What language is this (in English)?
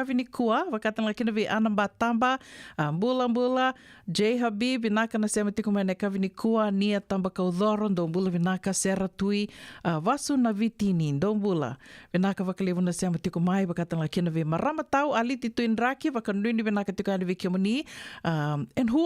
Fijian